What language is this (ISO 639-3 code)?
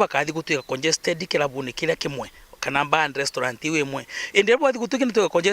mer